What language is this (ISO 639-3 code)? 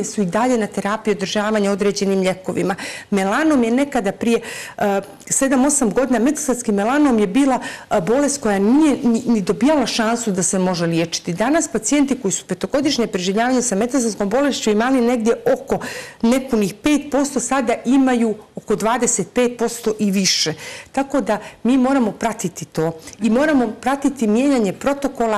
srp